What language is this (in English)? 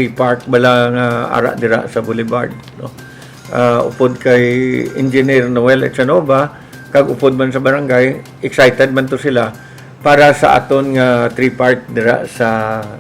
Hiligaynon